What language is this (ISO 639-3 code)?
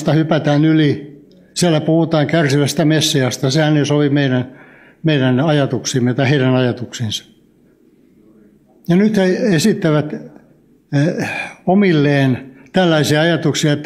fin